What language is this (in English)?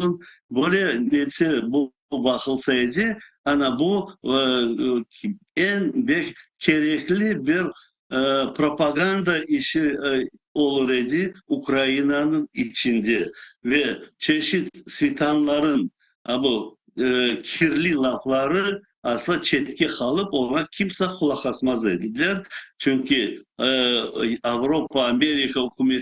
Crimean Tatar